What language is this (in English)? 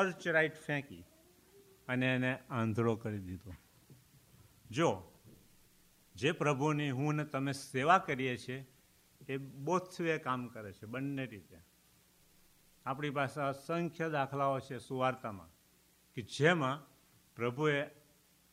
Gujarati